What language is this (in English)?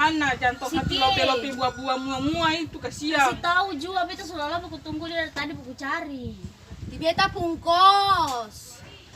Ambonese Malay